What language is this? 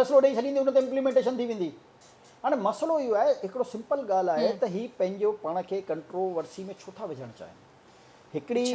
Sindhi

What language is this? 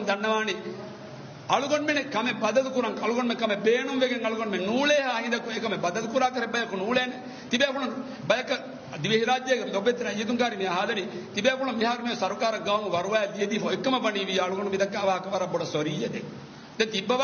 Divehi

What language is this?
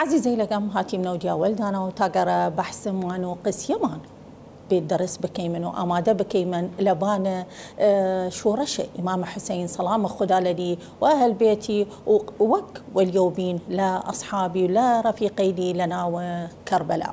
Southern Kurdish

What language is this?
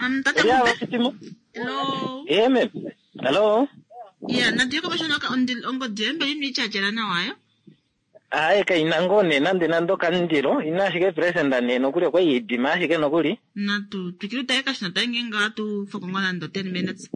Kuanyama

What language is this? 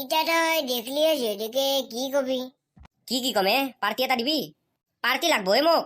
Assamese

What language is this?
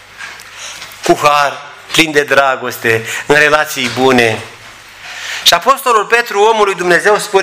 Romanian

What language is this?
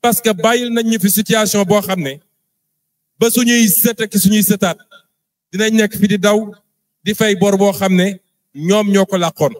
Wolof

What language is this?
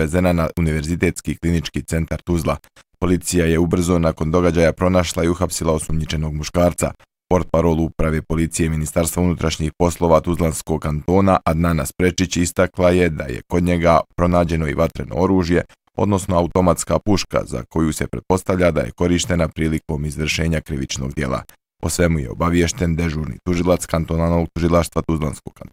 Bosnian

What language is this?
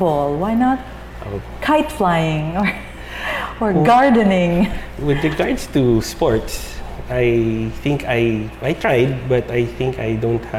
English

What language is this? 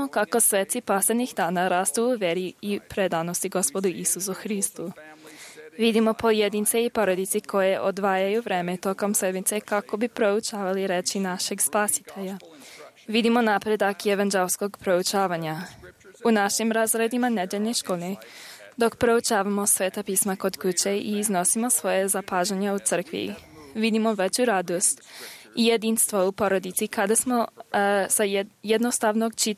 Serbian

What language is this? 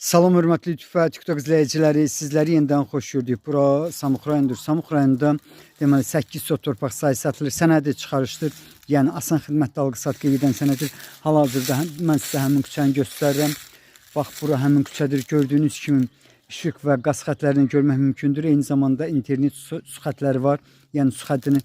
Azerbaijani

